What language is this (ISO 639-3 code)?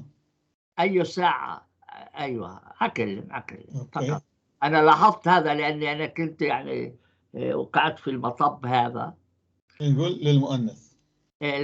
apc